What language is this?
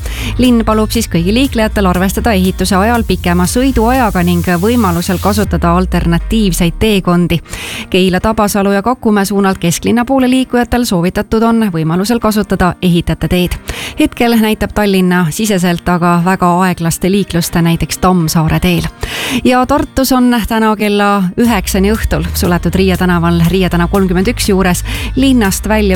Estonian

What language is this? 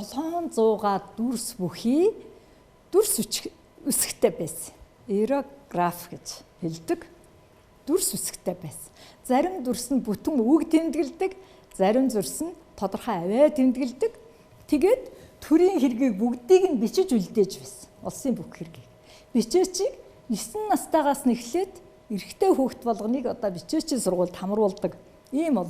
Mongolian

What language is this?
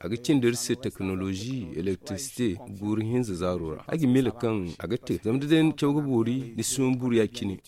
Zarma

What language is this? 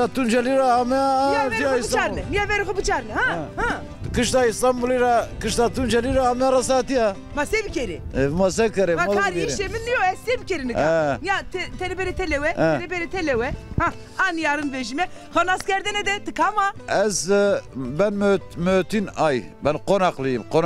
Zaza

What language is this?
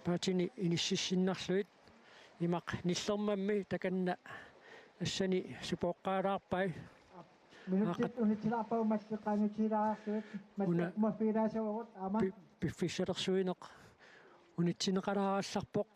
Kalaallisut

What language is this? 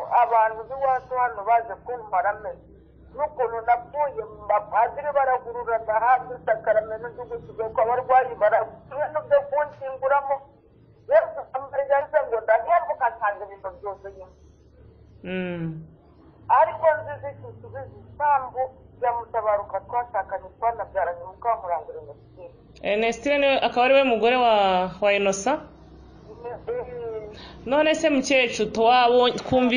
Kinyarwanda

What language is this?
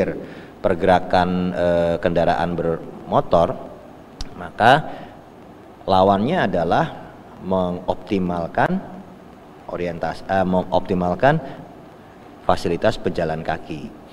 Indonesian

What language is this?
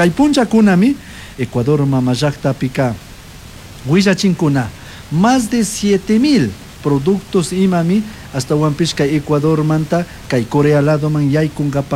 Chimborazo Highland Quichua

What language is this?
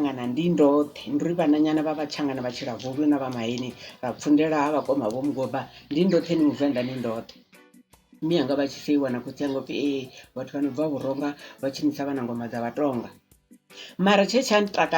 Venda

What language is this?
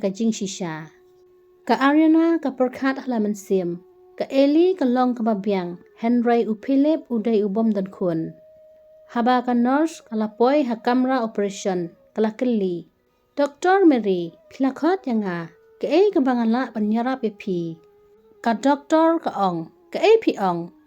Khasi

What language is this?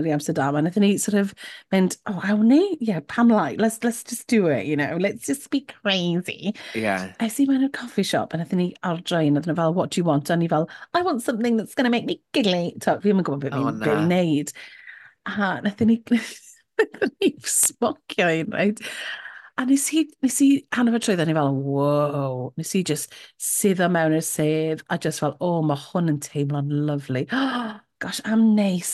Welsh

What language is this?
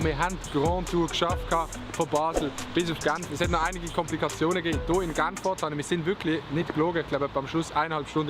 Swiss German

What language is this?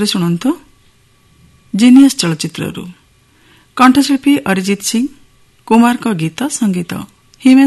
Odia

